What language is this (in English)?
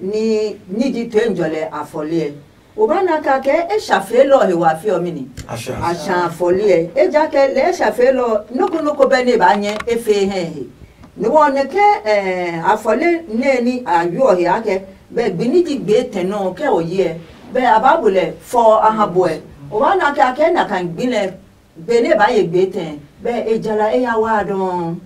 Adangme